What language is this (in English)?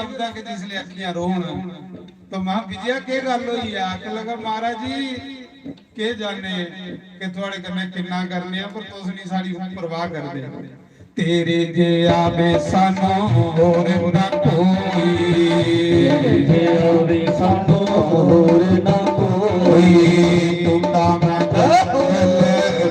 Dogri